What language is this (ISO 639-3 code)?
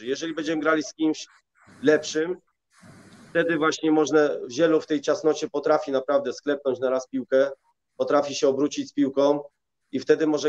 pol